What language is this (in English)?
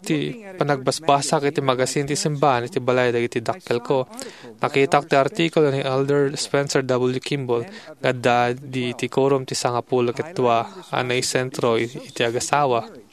Iloko